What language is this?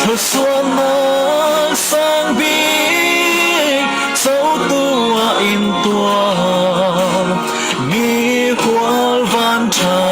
Falam Chin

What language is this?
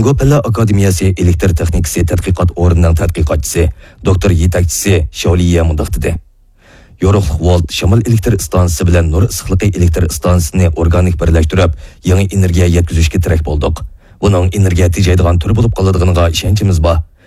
Uyghur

